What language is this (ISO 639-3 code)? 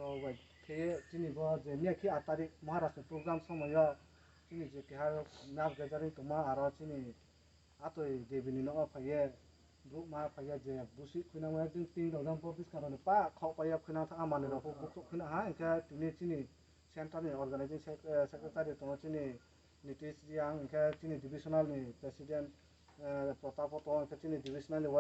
trp